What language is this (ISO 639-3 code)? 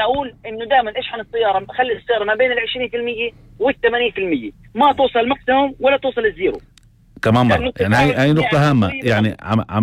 apc